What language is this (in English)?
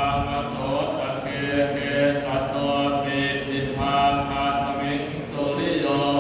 Pali